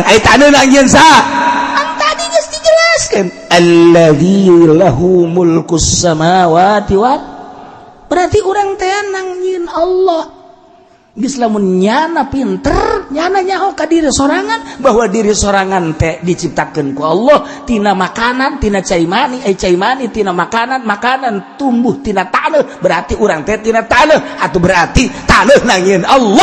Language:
Sundanese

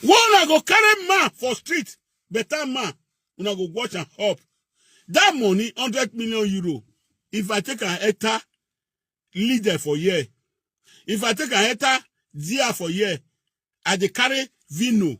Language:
Nigerian Pidgin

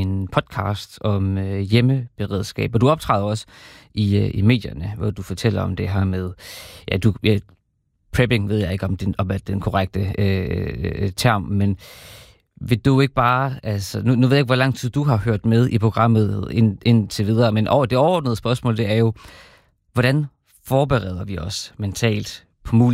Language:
Danish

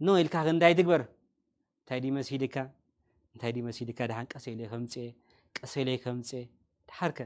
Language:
Tigrinya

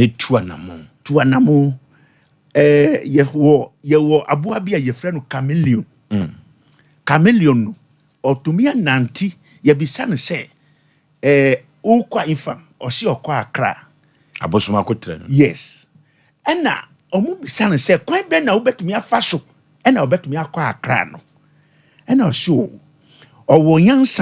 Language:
Akan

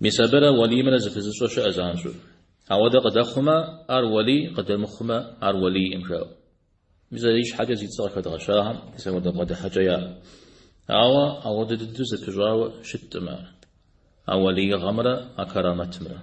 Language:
Kabardian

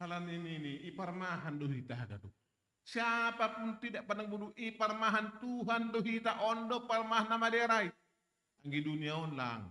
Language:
Batak Simalungun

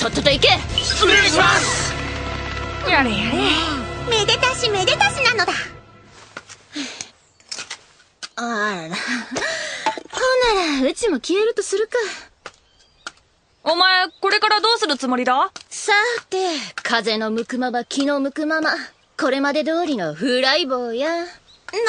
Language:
Japanese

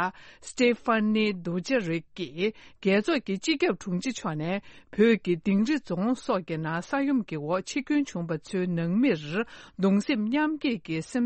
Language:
Tibetan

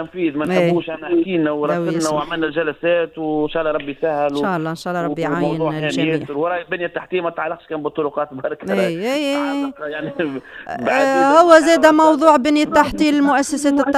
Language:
Tunisian Arabic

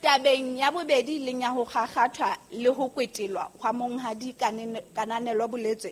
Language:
Southern Sotho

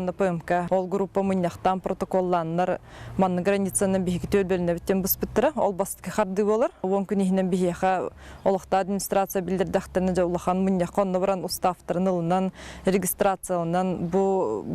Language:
Yakut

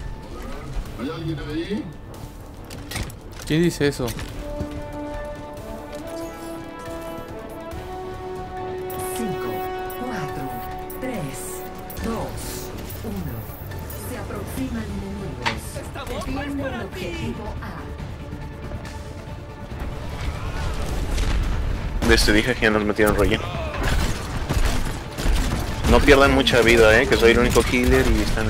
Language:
Spanish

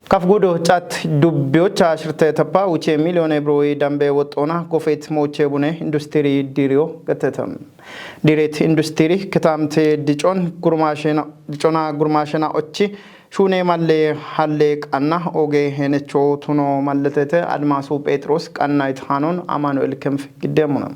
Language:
Kafa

